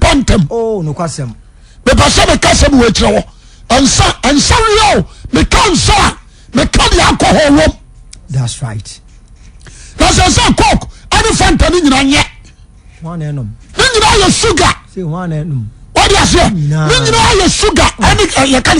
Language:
Akan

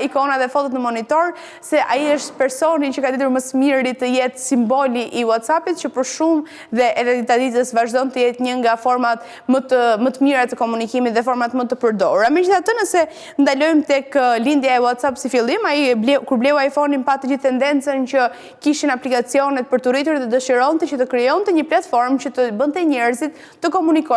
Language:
Albanian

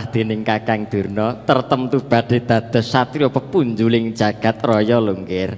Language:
Javanese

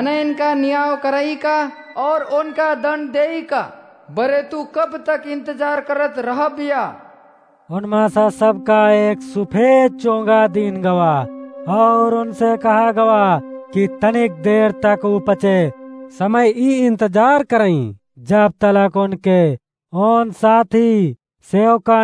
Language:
Awadhi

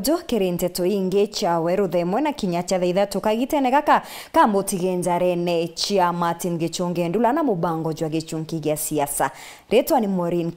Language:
Meru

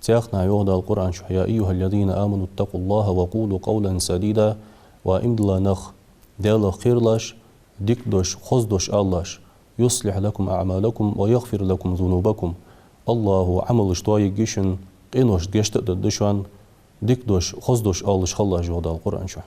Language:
Ingush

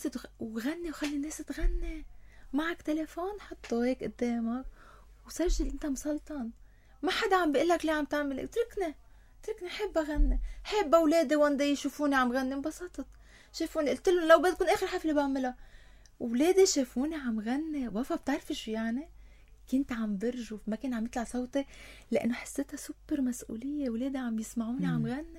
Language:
North Levantine Arabic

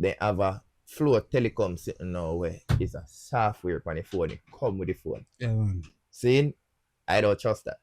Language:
Jamaican Creole English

